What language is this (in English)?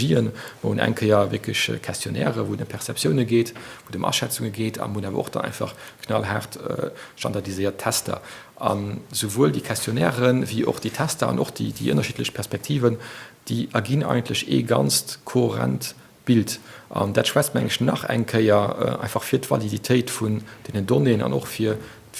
Luxembourgish